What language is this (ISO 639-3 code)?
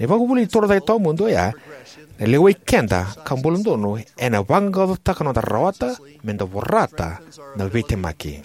fij